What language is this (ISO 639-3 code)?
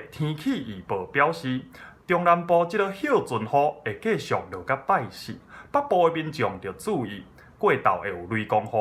nan